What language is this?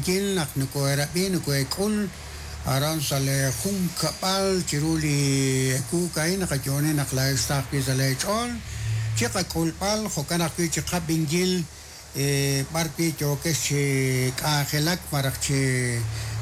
Kekchí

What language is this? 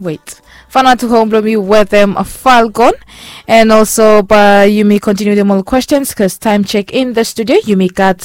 Bislama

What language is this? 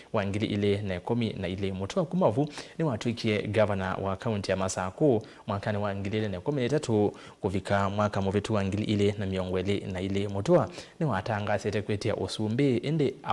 Kamba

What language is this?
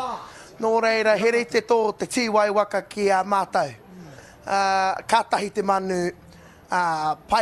Māori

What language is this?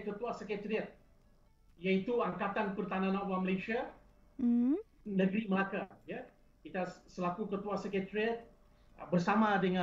Malay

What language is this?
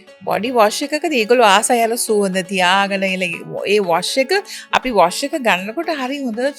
Sinhala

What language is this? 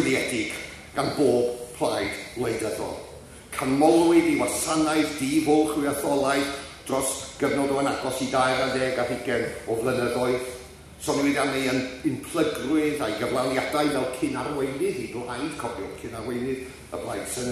Welsh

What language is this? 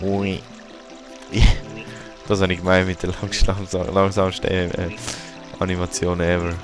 Swiss German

